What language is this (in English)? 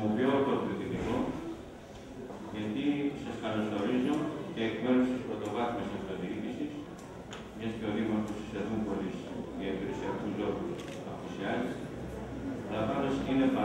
Greek